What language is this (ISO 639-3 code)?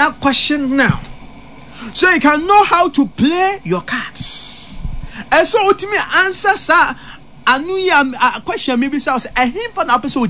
aka